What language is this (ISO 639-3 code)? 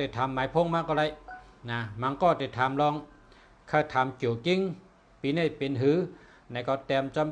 shn